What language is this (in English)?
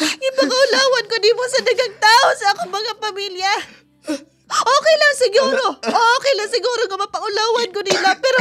Cebuano